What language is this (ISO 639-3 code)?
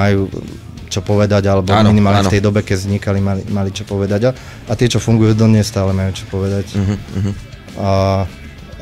slk